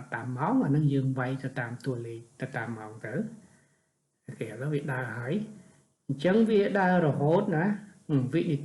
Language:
Khmer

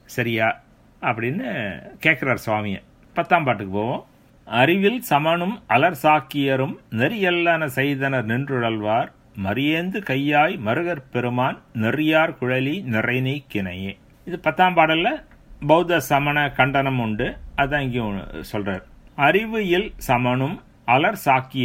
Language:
Tamil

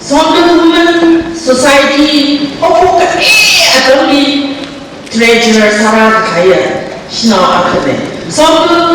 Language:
Tangkhul Naga (India)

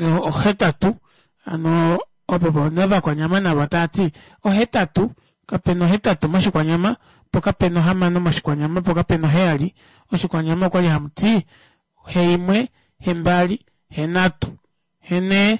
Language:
Kuanyama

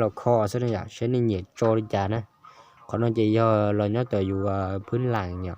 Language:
Hmong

